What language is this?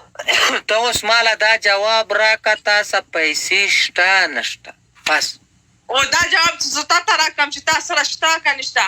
Pashto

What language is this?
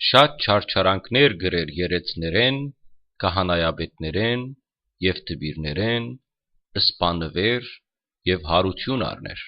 Western Armenian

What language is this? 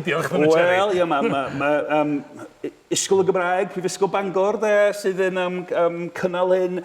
Welsh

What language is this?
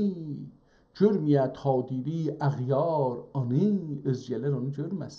South Azerbaijani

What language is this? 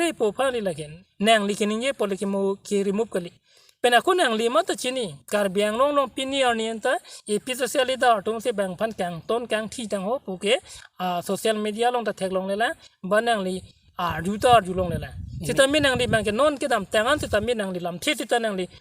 Karbi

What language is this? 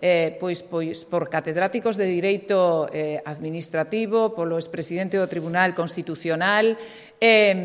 Galician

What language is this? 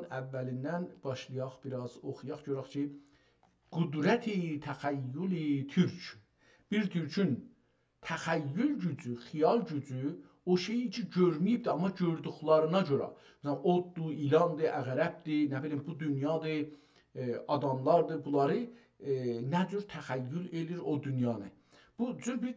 South Azerbaijani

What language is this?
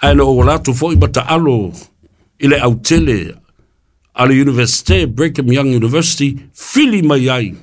Samoan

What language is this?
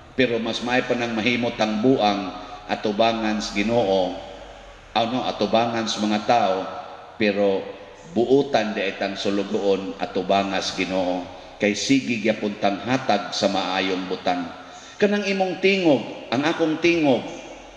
Cebuano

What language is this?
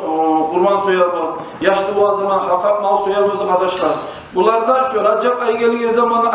Kumyk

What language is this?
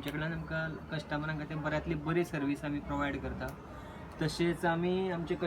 Konkani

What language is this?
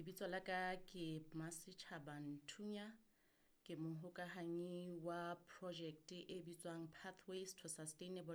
Southern Sotho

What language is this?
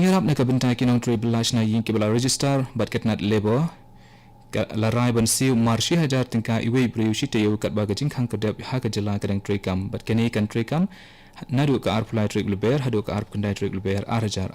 Khasi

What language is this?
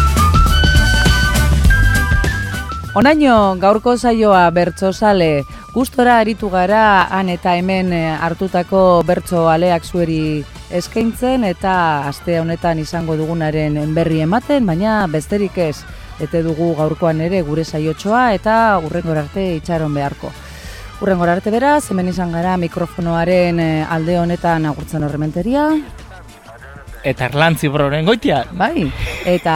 Basque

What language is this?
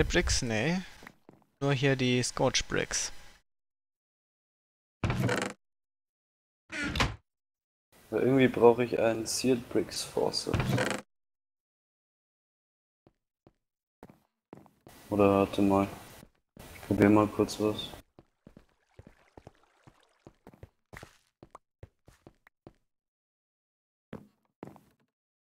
German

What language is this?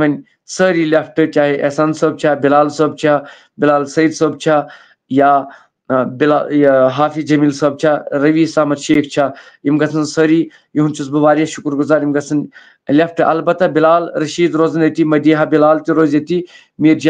Kashmiri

